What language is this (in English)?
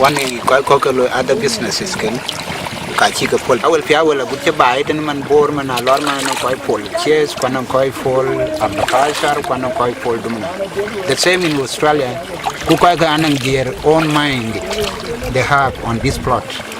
Dinka